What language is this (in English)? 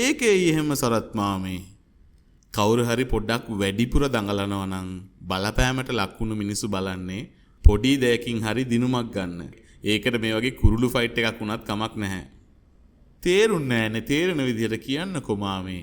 Sinhala